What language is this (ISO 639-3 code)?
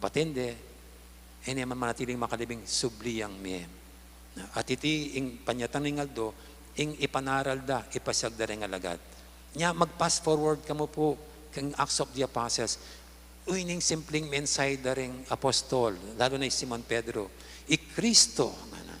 pam